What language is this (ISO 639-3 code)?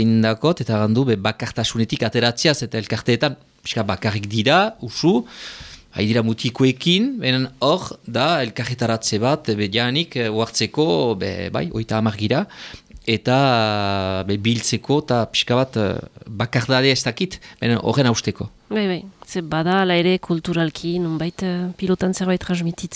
eus